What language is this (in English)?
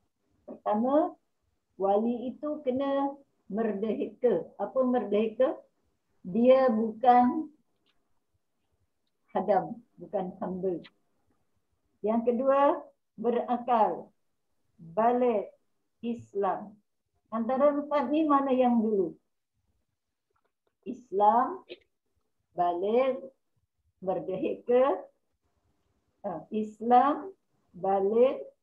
Malay